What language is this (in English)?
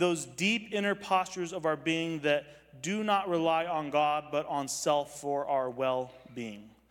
English